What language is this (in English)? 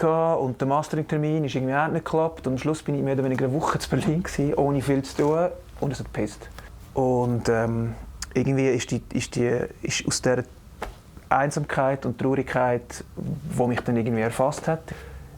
Swiss German